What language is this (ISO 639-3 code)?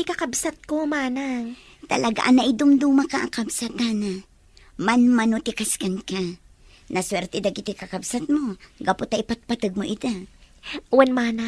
ilo